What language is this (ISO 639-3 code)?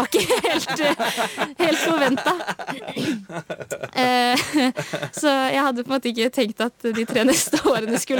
nor